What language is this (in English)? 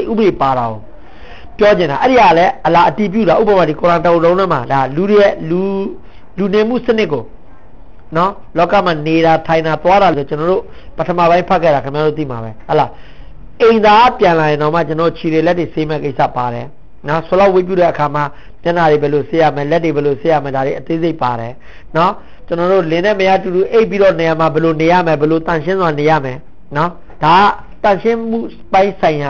Burmese